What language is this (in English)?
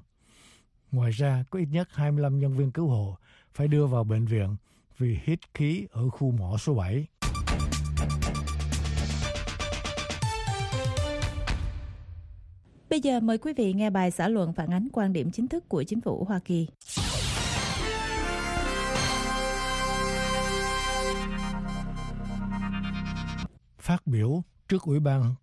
Vietnamese